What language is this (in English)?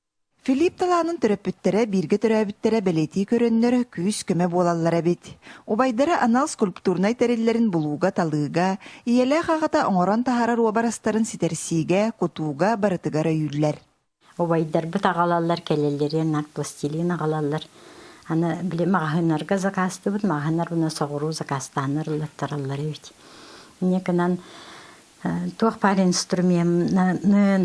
Yakut